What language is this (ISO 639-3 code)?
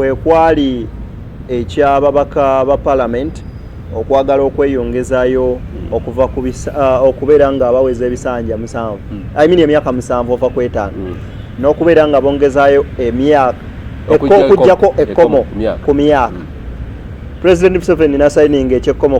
lug